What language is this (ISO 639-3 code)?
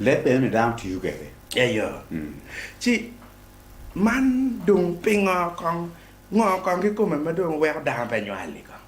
ach